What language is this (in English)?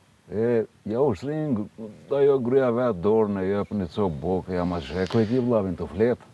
Albanian